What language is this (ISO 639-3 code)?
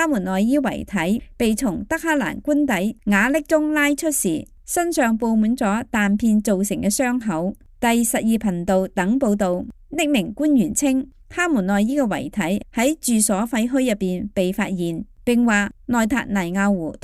yue